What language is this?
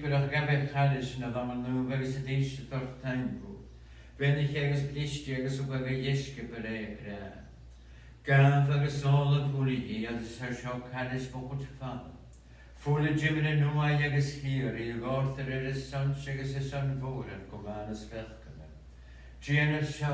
Scottish Gaelic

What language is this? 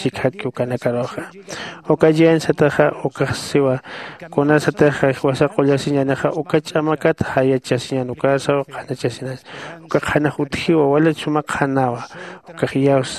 Aymara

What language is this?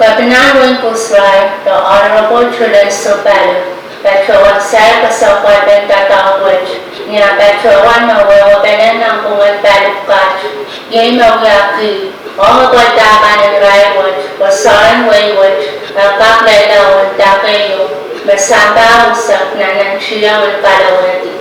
Pohnpeian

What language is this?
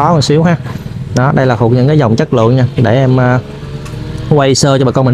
Vietnamese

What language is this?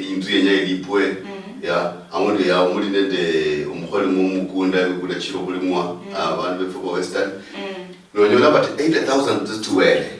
Luyia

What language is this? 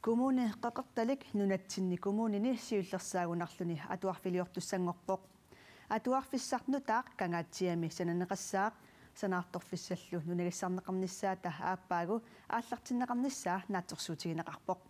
Kalaallisut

